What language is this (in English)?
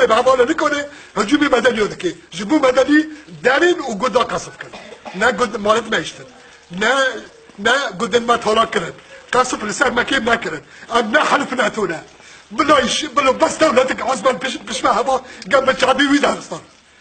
Kurdish